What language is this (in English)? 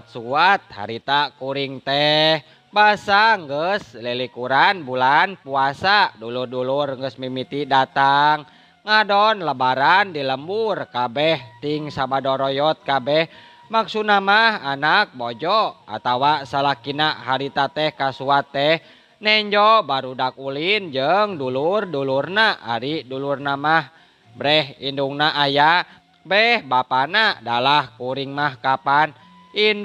Sundanese